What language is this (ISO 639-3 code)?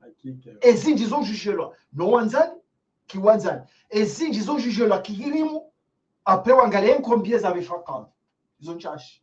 zdj